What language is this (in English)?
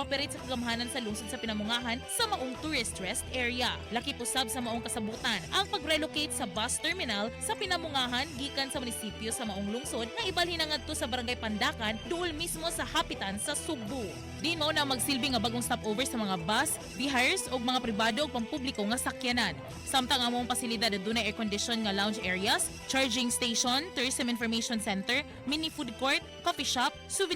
Cebuano